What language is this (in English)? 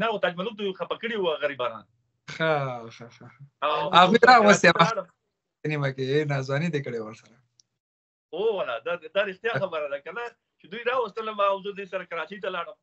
Pashto